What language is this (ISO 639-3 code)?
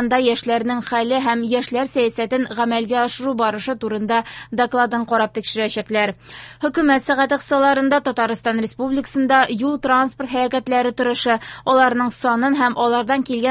tat